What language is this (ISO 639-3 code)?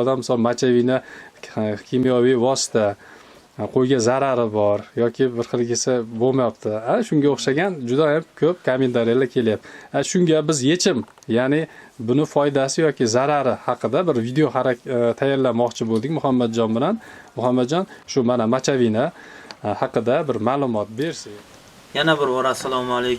uzb